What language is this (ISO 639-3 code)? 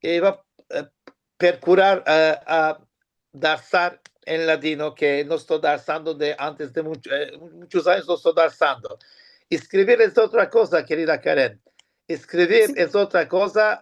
lad